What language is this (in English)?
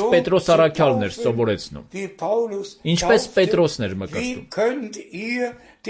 Armenian